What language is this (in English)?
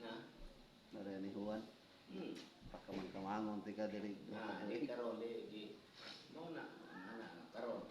Cebuano